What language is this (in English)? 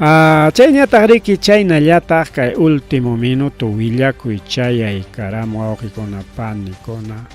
Ayacucho Quechua